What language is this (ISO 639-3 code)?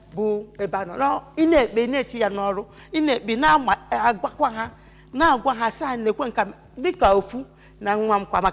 ibo